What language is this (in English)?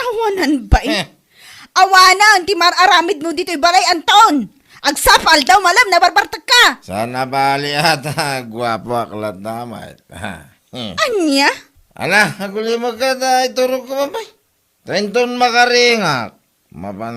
Iloko